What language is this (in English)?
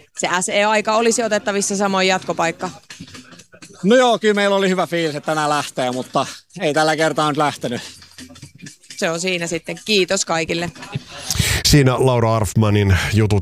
Finnish